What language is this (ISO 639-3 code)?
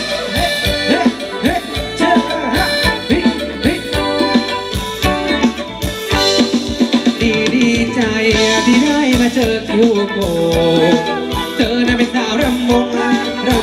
tha